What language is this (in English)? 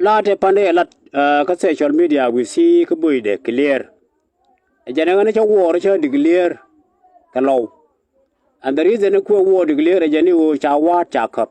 Nuer